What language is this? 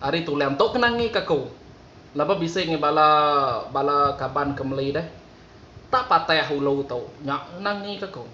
Iban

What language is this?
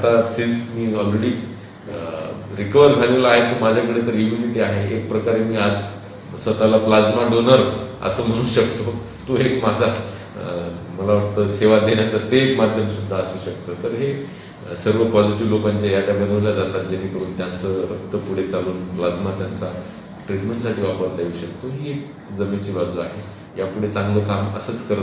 Marathi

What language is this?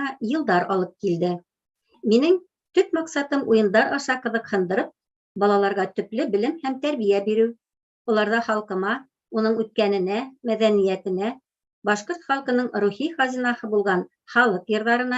Bashkir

